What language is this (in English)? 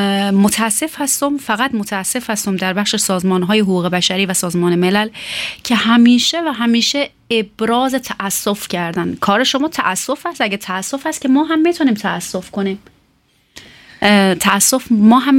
Persian